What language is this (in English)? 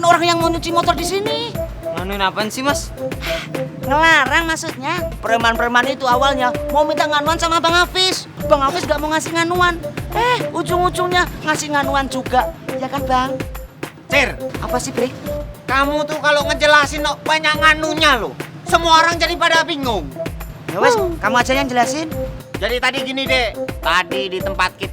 Betawi